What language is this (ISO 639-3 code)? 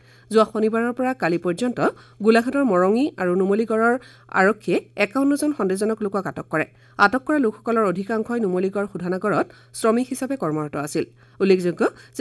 asm